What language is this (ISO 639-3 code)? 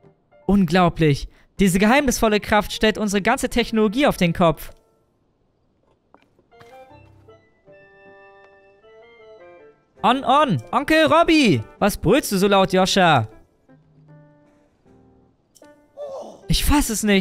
deu